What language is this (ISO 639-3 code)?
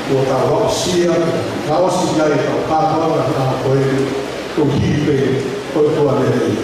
ton